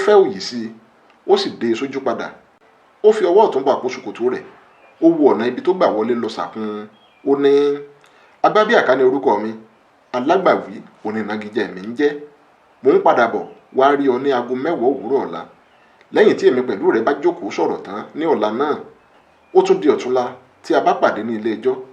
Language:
Yoruba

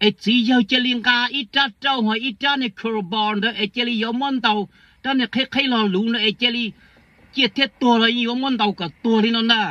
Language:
Hmong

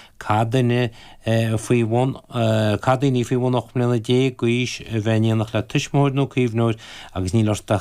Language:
Irish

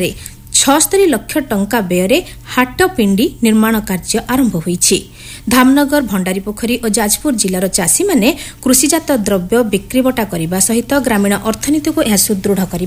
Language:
Odia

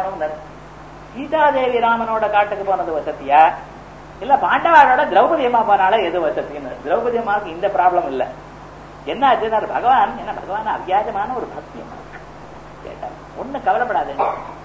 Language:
Tamil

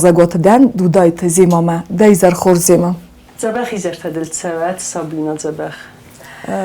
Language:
Ossetic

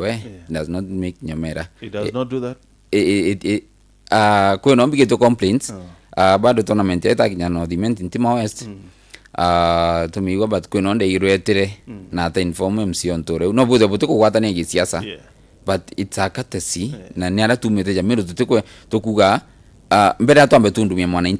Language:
Meru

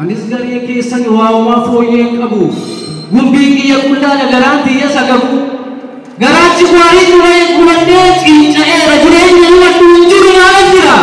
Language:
Oromo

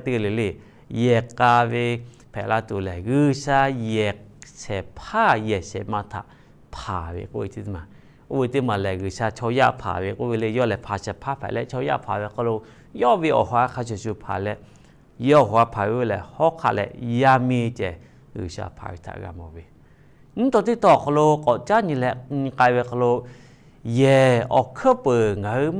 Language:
Lahu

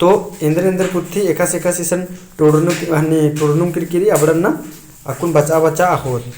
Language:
Kurukh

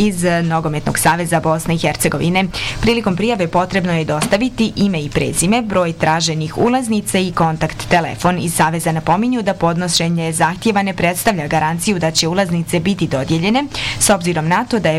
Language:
Bosnian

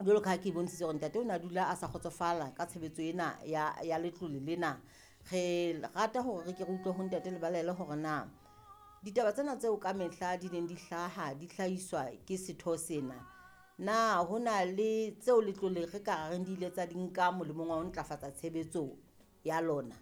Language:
Southern Sotho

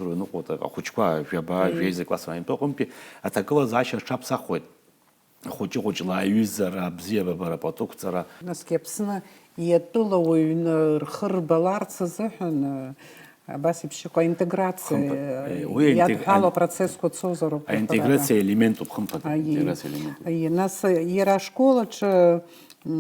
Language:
Abkhazian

